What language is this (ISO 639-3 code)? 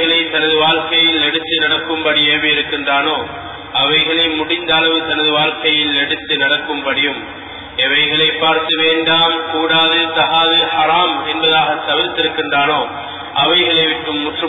tam